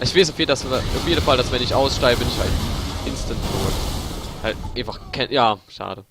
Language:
Palatine German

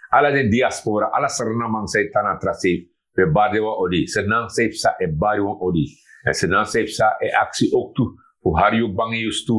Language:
Sranan Tongo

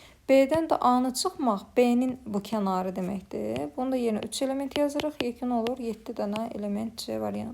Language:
Azerbaijani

